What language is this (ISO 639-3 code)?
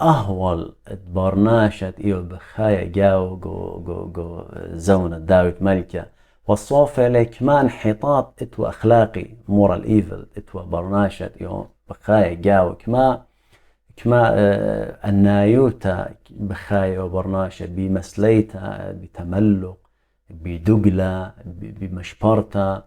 aii